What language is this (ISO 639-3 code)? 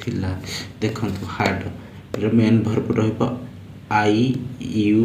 ori